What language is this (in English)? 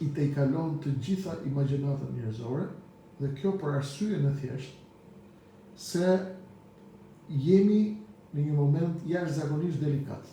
Albanian